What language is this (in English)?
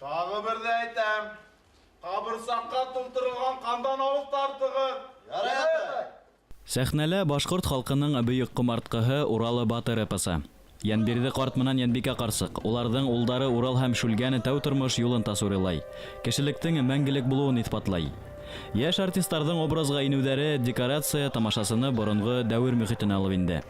Bashkir